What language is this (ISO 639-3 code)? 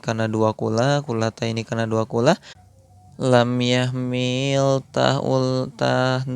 sun